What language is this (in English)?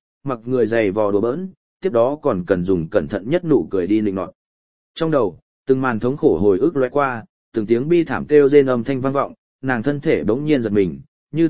Vietnamese